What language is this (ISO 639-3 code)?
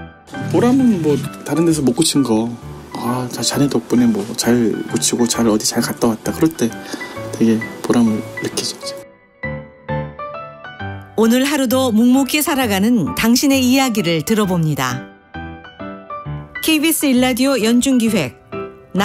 kor